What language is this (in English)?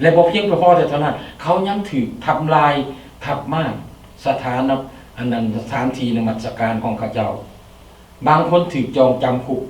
Lao